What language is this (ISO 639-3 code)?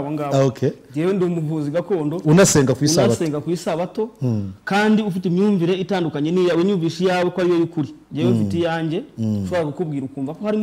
kin